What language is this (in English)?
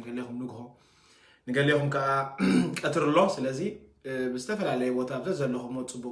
Tigrinya